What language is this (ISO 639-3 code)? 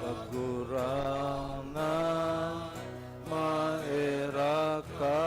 bik